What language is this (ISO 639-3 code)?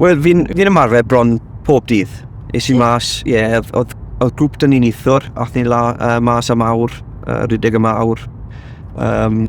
cym